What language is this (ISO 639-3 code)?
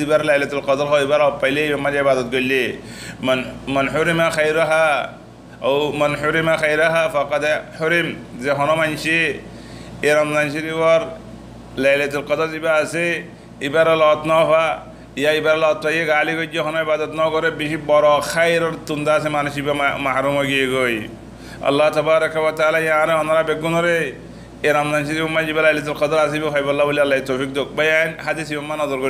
rhg